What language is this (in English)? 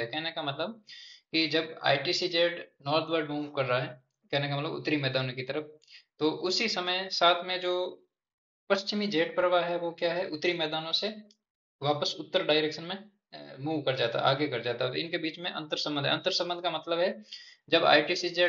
Hindi